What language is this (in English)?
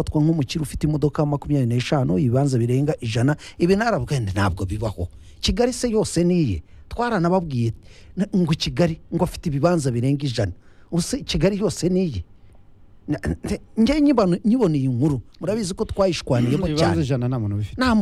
Kinyarwanda